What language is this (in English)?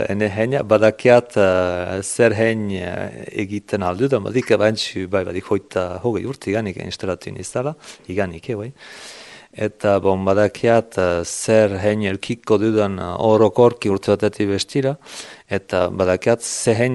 Basque